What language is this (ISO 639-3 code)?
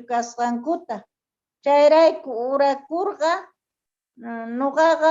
quh